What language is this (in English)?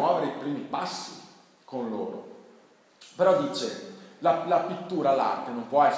Italian